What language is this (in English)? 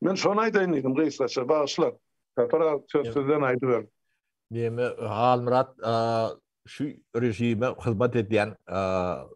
Turkmen